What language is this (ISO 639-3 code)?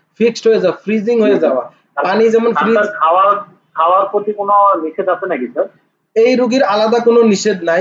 ben